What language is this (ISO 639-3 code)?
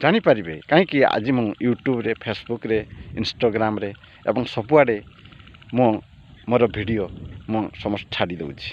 ori